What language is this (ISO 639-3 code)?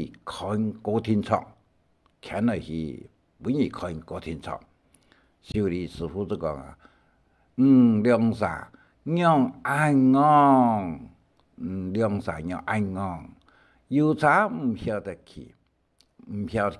hak